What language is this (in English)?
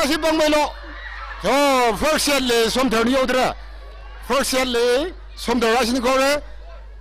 Tangkhul Naga (India)